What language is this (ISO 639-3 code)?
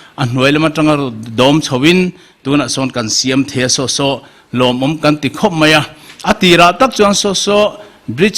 lus